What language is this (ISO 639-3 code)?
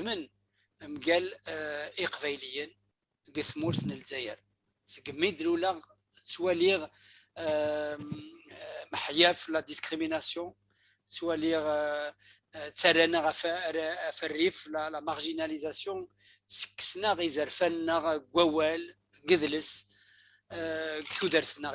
kab